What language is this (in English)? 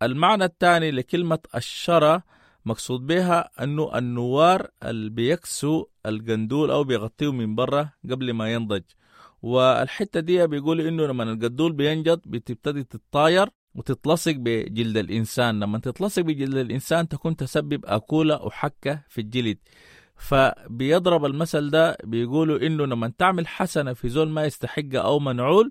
Sudanese Arabic